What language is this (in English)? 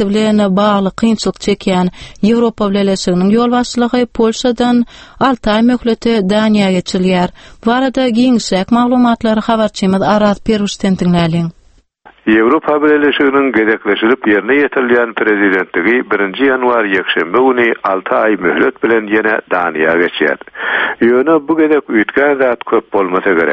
Turkmen